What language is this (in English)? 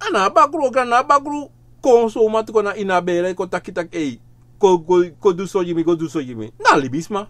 Sranan Tongo